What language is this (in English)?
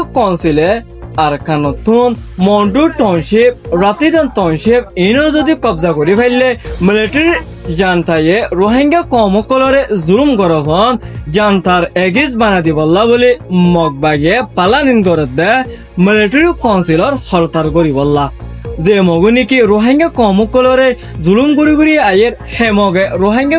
Rohingya